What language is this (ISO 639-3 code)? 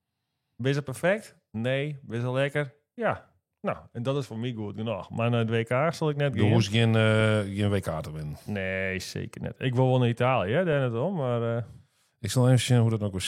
fry